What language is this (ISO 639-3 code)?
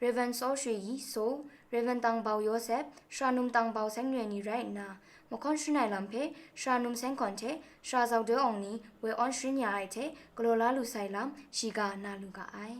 kac